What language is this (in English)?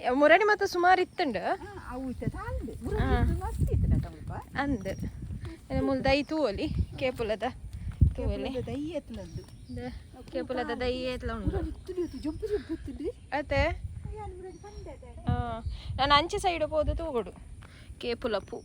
Tulu